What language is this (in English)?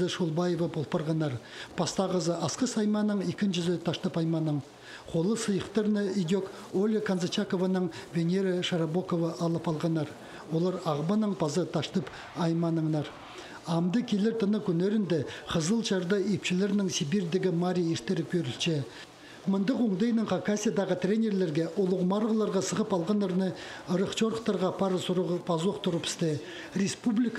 Khakas